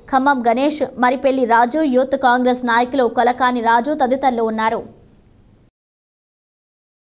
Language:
Telugu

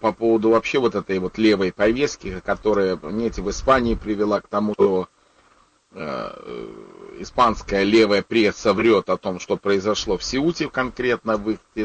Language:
Russian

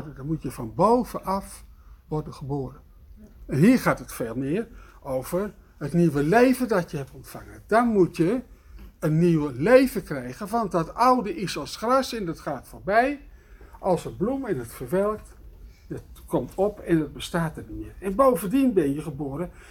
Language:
Dutch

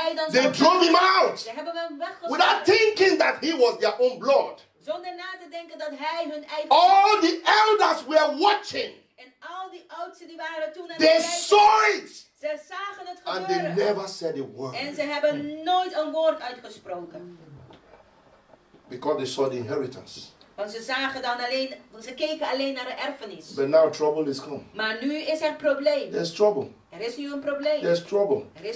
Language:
Dutch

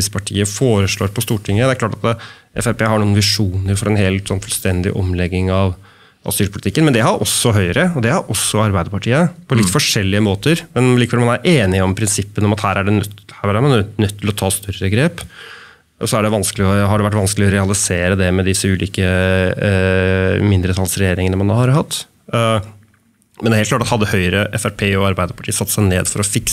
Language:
Norwegian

